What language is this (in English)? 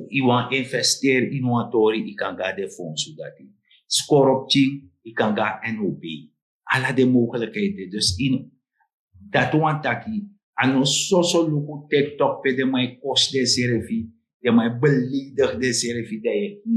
Sranan Tongo